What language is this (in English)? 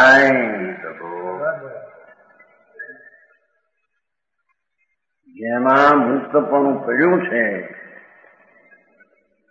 Gujarati